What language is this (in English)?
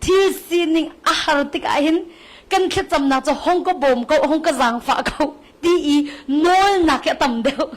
Hakha Chin